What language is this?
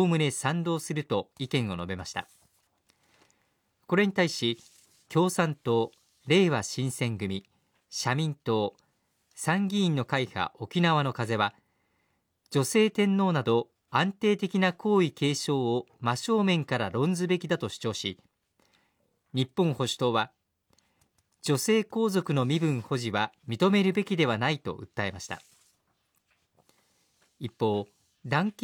Japanese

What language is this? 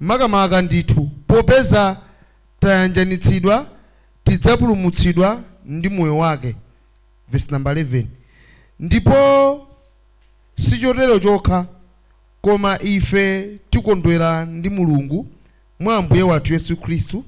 Nyanja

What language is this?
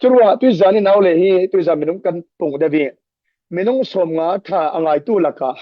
Falam Chin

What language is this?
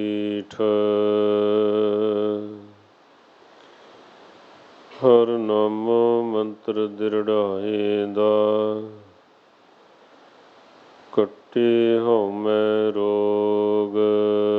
Punjabi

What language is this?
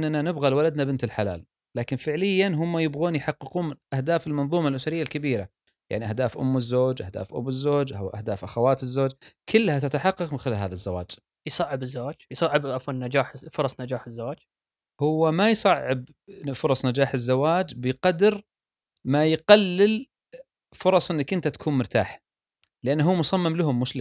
Gulf Arabic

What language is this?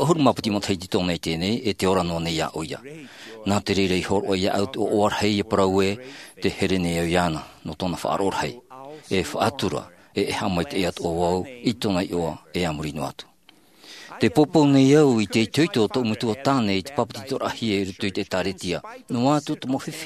Tahitian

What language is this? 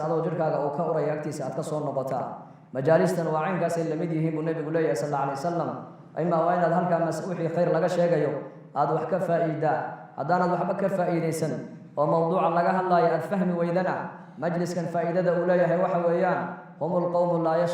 Somali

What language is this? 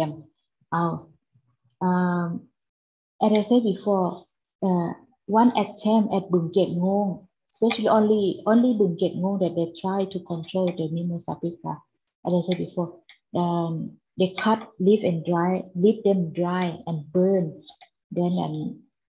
English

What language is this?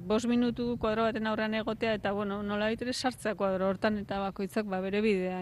Basque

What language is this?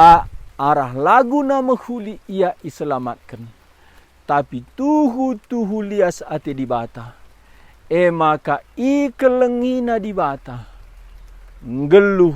Batak Karo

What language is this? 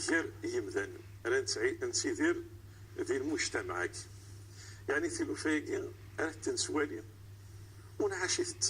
Kabyle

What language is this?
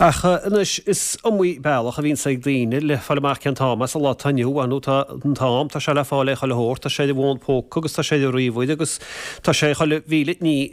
Irish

